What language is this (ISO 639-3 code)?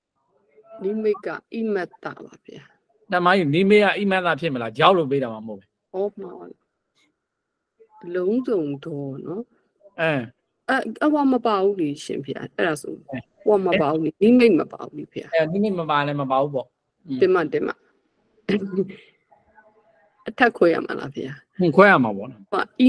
mya